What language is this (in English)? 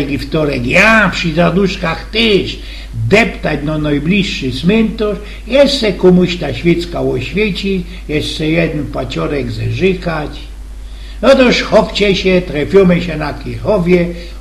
Silesian